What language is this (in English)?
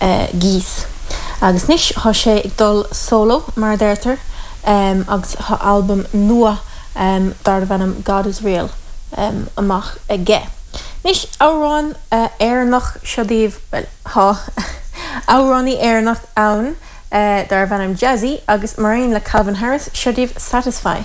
Irish